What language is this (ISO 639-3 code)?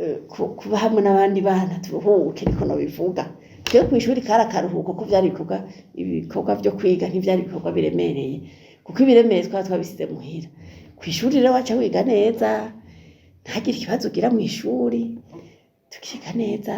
run